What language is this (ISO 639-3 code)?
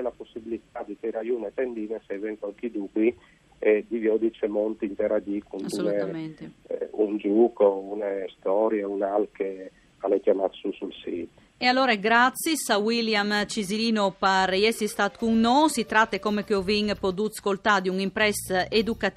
fur